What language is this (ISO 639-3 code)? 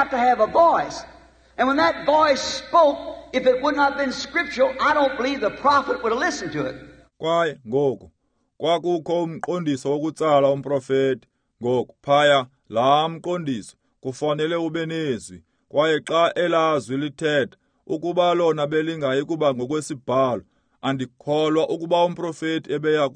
xho